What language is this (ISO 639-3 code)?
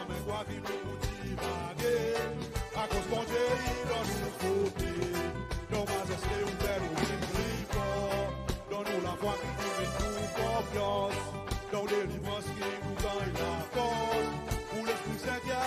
crs